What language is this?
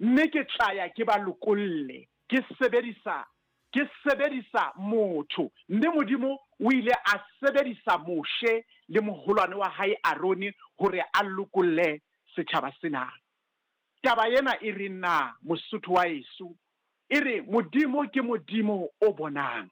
Southern Sotho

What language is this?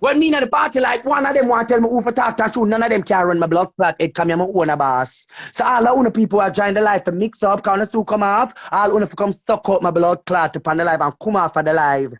Jamaican Creole English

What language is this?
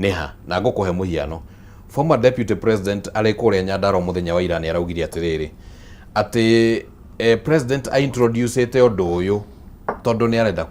Kikuyu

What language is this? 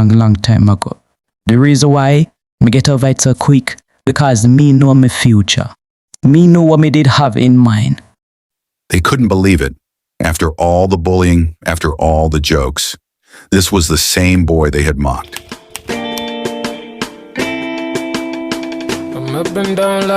Jamaican Creole English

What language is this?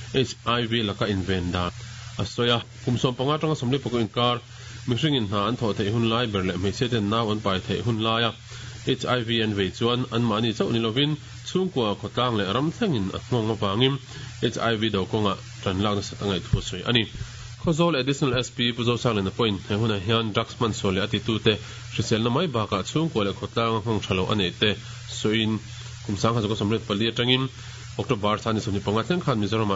Mizo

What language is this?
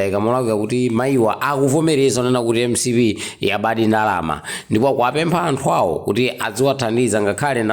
Nyanja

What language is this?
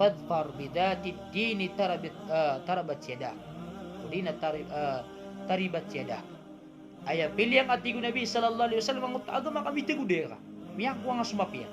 Maranao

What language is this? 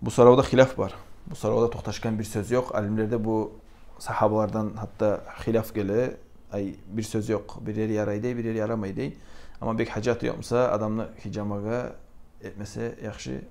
Kumyk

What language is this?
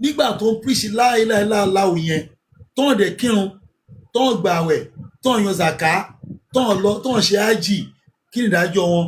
Yoruba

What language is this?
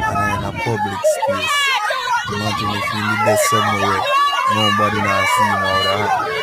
Jamaican Creole English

